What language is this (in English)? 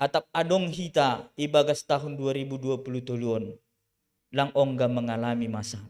Batak Simalungun